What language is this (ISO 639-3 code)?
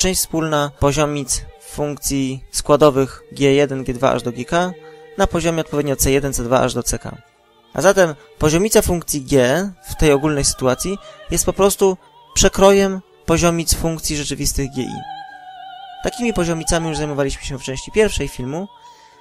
pol